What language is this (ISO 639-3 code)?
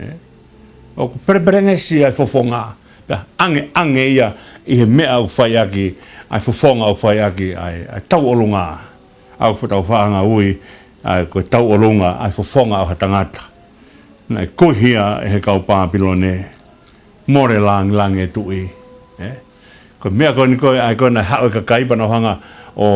ton